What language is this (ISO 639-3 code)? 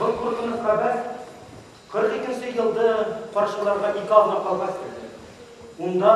bak